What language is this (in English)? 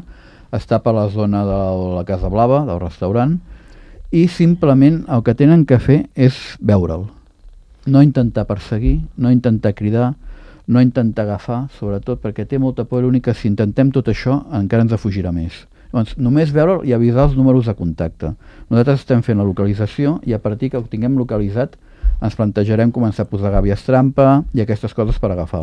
Catalan